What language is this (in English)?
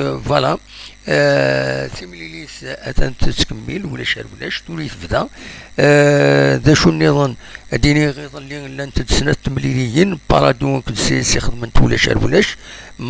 Kabyle